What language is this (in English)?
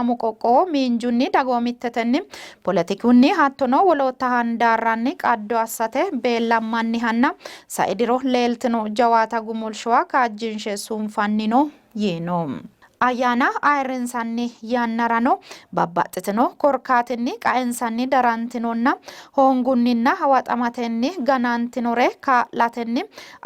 Sidamo